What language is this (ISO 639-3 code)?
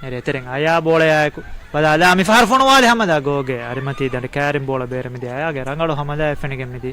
div